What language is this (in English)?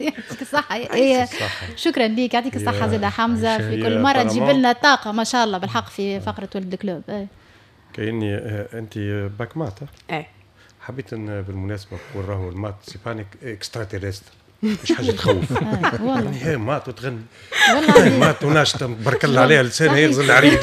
Tunisian Arabic